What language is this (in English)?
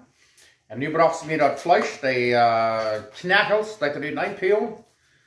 Plautdietsch